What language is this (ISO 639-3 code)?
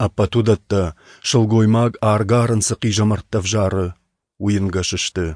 oss